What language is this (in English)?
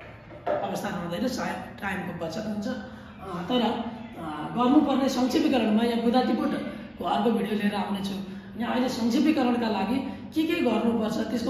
Nepali